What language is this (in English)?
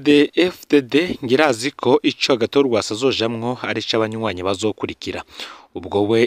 Rundi